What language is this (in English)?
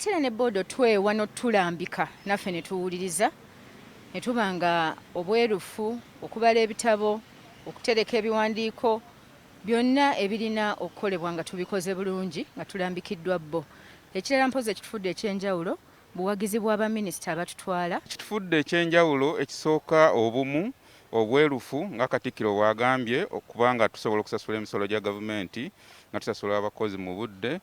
Ganda